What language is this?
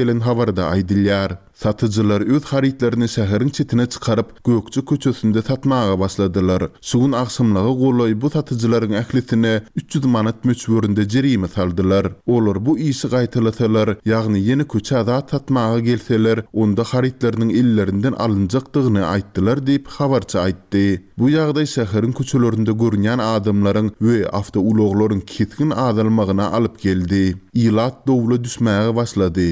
Turkmen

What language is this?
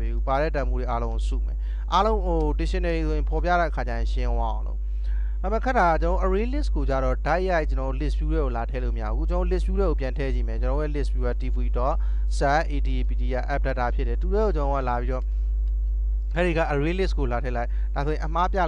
Burmese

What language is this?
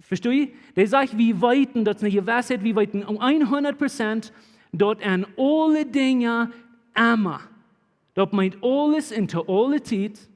Plautdietsch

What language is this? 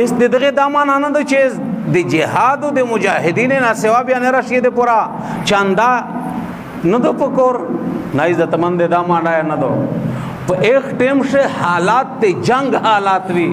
Pashto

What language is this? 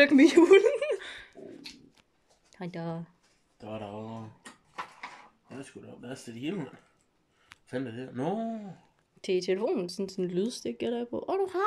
Danish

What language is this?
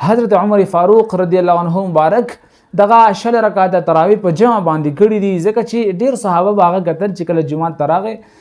Pashto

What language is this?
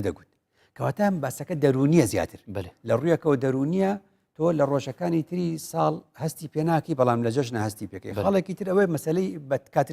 Central Kurdish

